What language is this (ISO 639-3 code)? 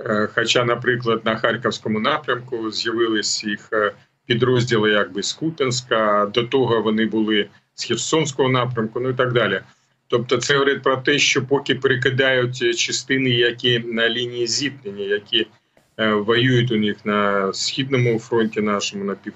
ukr